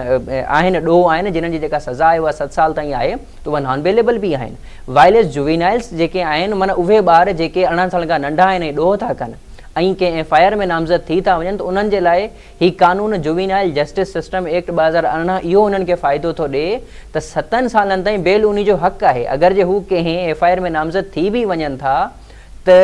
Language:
Sindhi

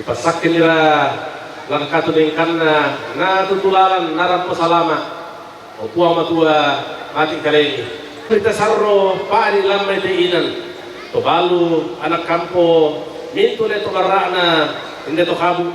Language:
Toraja-Sa'dan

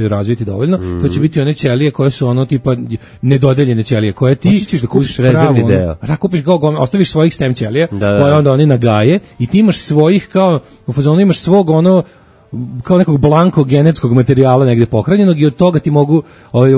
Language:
Serbian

